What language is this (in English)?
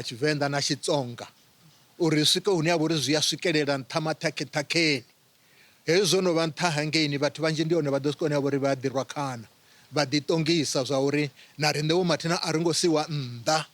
Venda